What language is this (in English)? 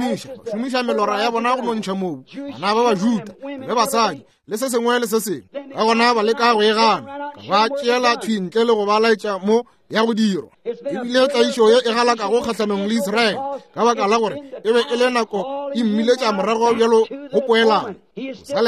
Northern Sotho